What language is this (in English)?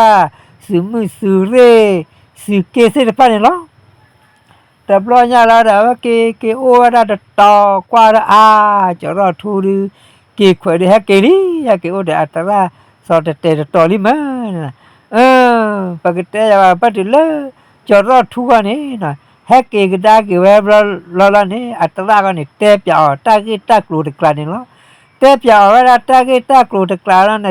S'gaw Karen